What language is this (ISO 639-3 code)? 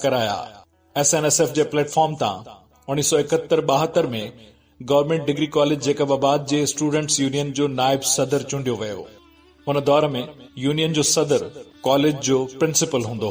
snd